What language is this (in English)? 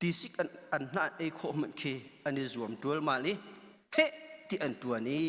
Hakha Chin